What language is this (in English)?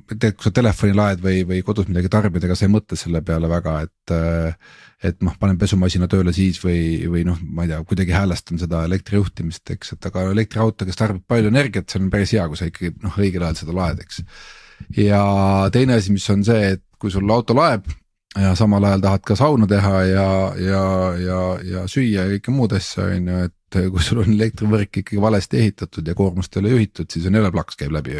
Estonian